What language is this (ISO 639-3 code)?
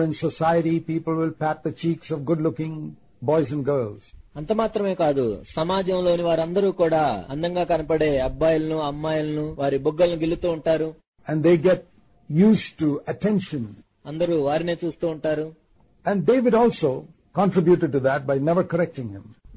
tel